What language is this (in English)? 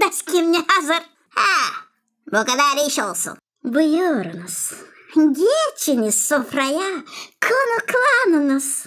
Gagauz